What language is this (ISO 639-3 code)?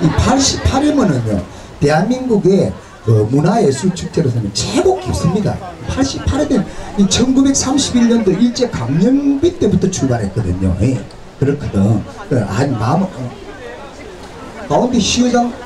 kor